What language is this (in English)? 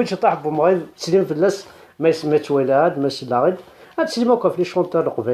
Kabyle